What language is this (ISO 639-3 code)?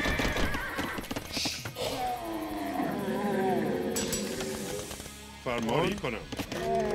fas